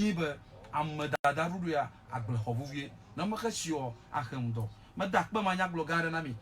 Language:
Ewe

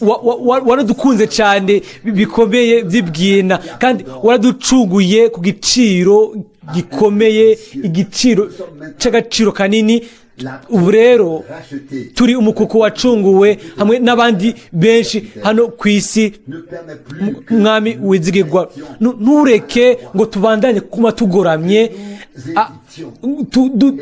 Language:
Rundi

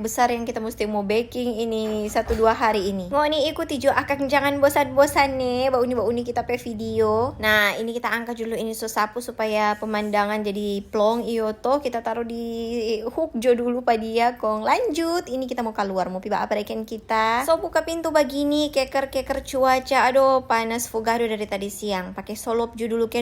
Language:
Manado Malay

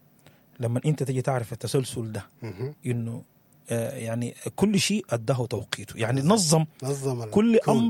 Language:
Sudanese Arabic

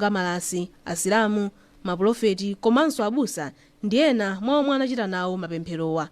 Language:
Nyanja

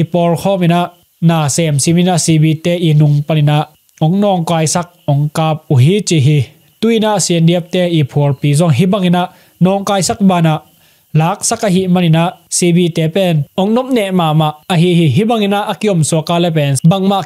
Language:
Tedim Chin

